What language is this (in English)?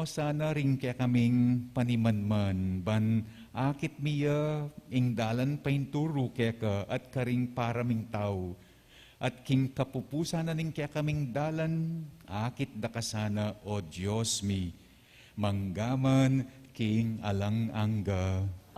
Pampanga